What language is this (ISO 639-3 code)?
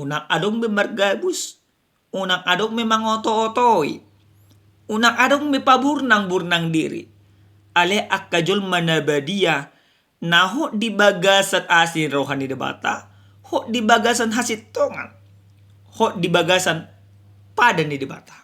bbc